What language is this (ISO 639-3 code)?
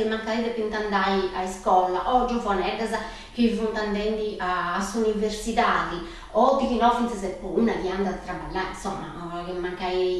srd